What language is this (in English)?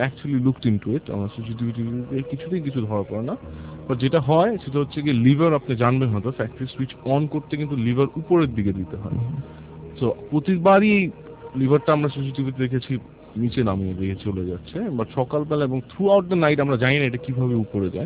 Bangla